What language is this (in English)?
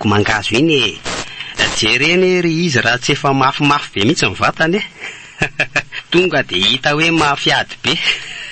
Malagasy